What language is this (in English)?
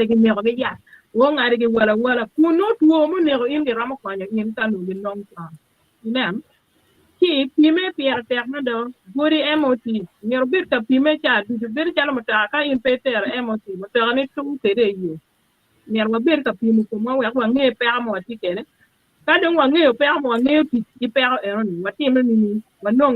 Acoli